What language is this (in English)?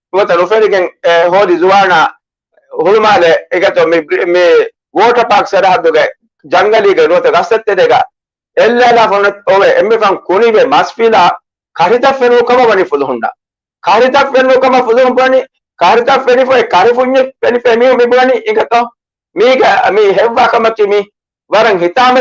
Divehi